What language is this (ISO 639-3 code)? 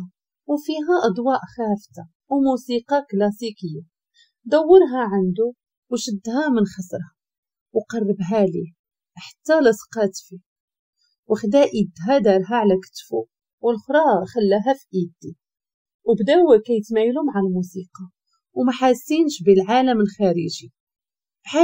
ary